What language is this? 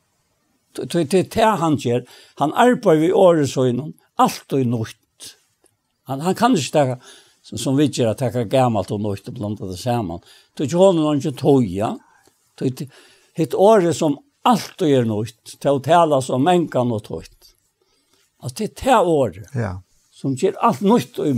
Faroese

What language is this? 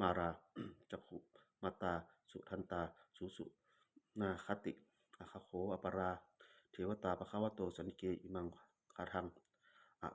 Pali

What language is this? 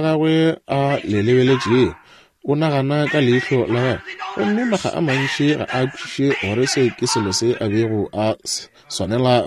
Northern Sotho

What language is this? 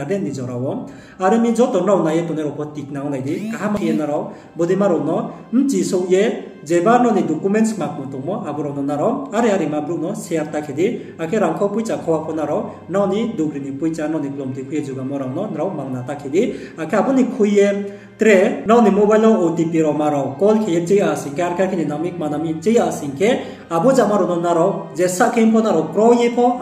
Riang (India)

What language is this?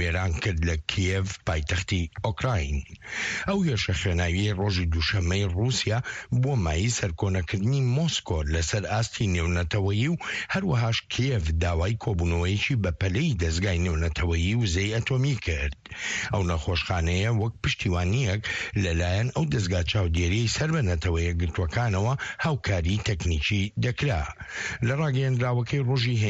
Central Kurdish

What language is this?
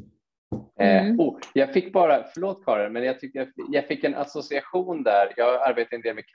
Swedish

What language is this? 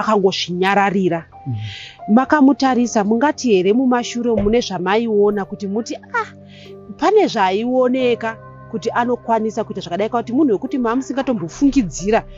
Shona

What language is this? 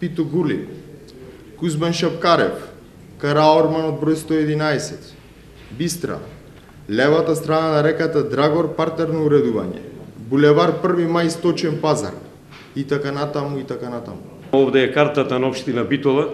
Macedonian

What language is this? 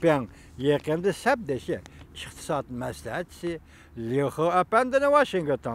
Uyghur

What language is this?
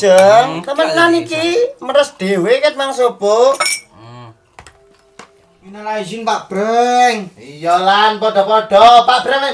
Javanese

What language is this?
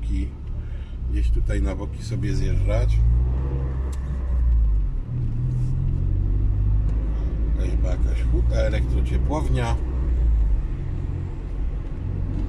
Polish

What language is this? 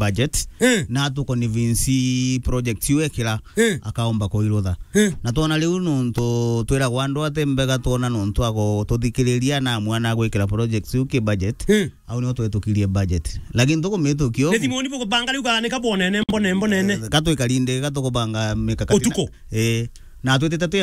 Meru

